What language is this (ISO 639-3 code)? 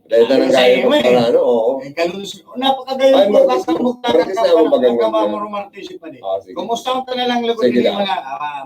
bik